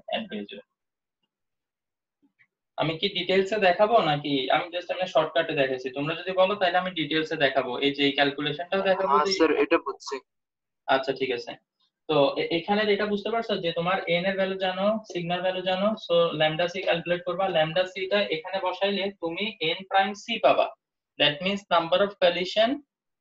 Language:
Bangla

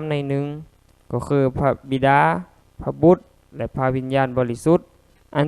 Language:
Lao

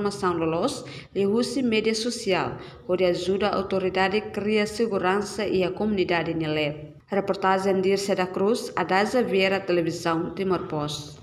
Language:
Tetum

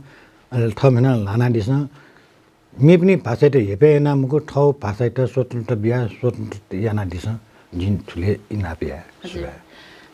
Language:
Newari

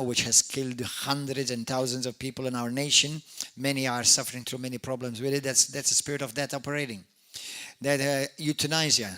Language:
English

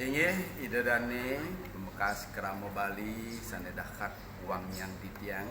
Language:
Balinese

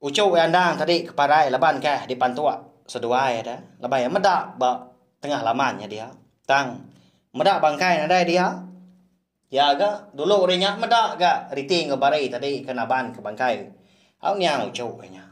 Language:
Iban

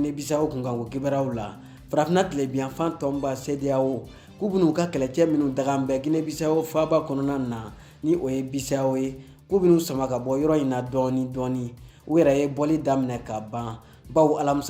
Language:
Bambara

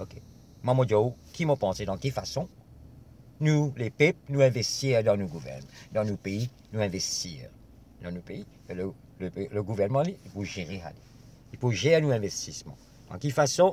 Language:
Morisyen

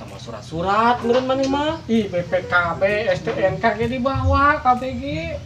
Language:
Sundanese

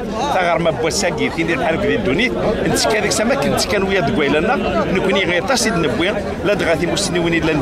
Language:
Kabyle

